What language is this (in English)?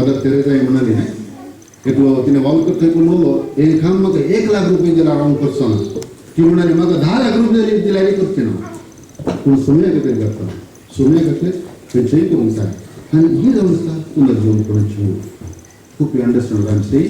Konkani